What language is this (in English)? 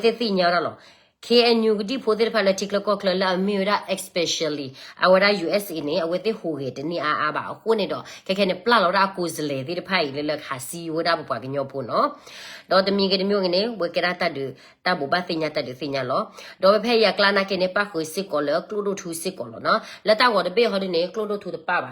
S'gaw Karen